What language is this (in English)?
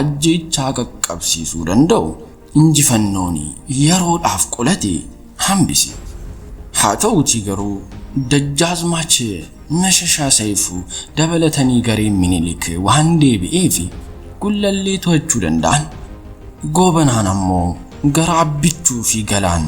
Oromo